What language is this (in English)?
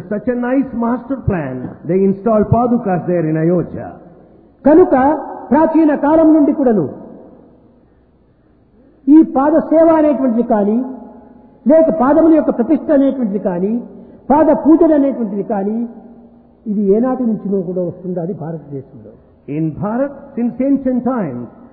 Telugu